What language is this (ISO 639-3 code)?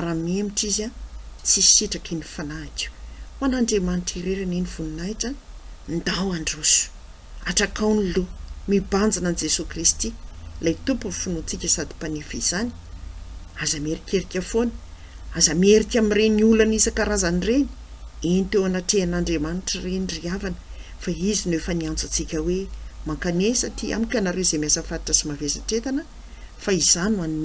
mlg